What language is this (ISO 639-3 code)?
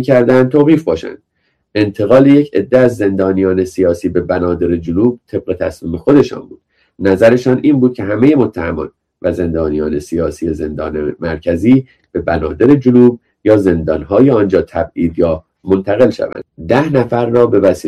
fas